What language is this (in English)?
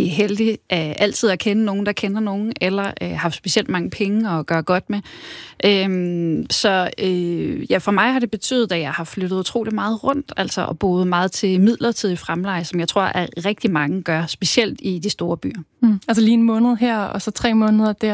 Danish